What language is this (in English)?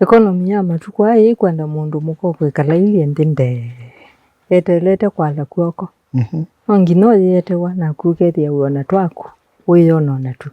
Kamba